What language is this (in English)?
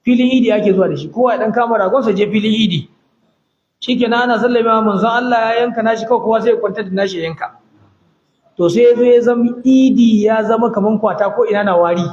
Hausa